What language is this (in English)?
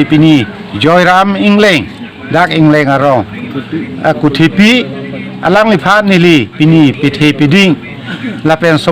Karbi